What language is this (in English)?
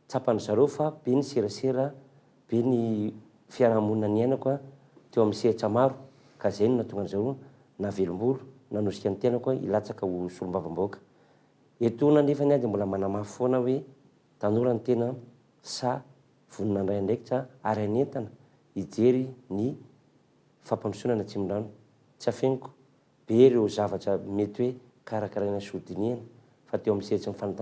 Malagasy